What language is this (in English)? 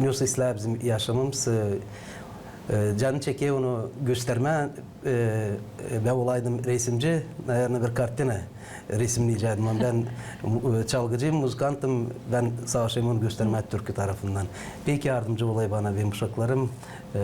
Gagauz